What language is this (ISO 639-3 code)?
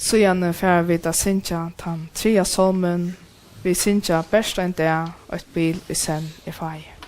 fao